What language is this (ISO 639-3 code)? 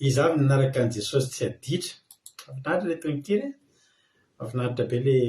mlg